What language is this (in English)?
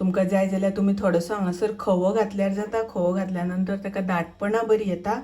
Konkani